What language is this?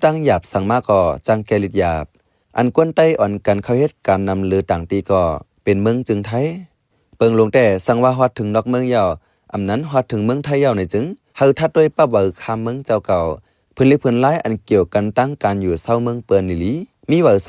Shan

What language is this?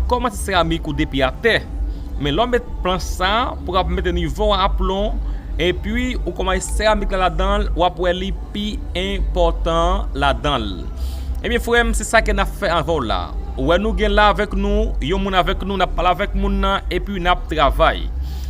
Haitian Creole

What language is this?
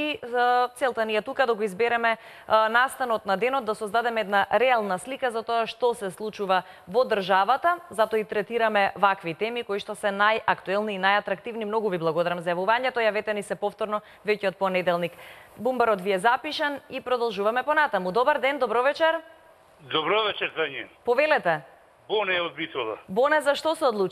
Macedonian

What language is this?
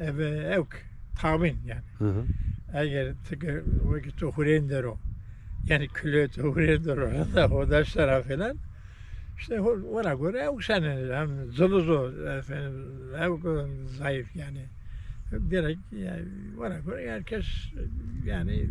Zaza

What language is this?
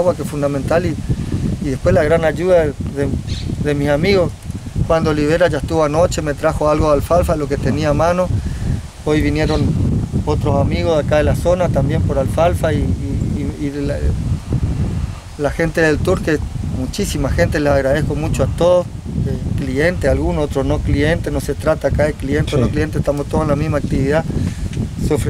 Spanish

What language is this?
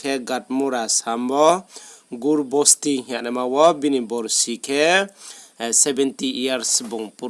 Riang (India)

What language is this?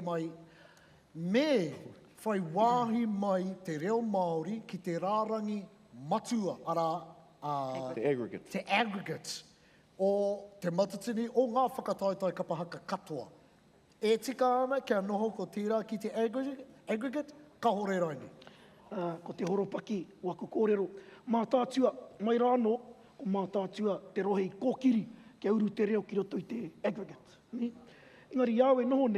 Māori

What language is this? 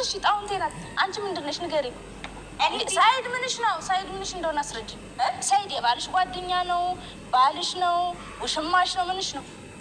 Amharic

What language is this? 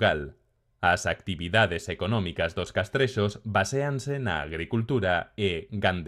Galician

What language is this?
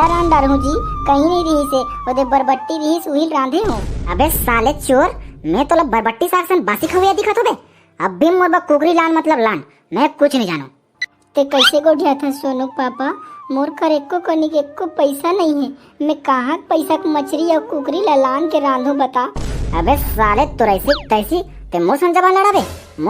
Chhattisgarhi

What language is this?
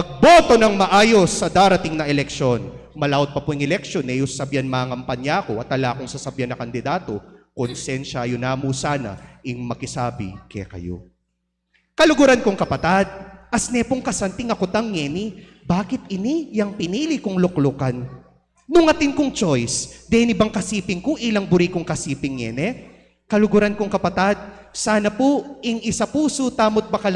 Pampanga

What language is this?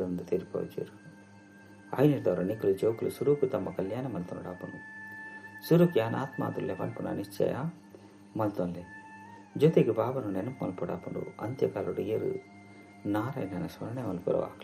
Tulu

